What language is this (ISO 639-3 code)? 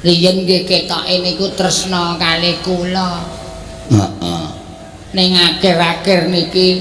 jav